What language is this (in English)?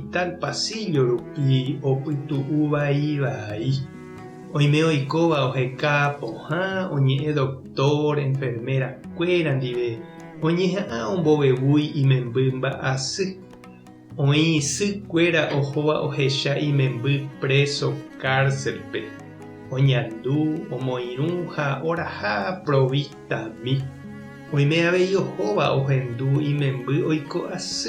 Guarani